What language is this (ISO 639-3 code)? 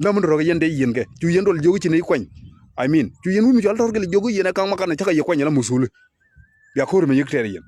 nus